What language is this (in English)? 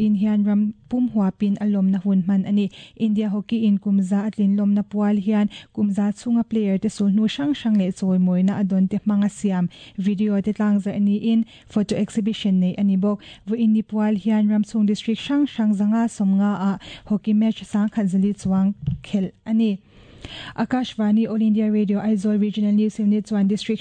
Mizo